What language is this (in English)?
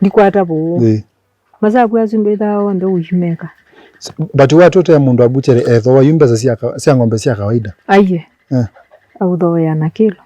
Kamba